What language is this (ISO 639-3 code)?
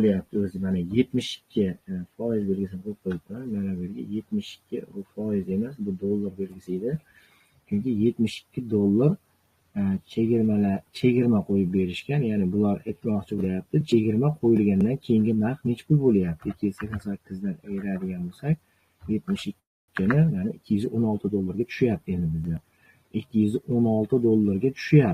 uzb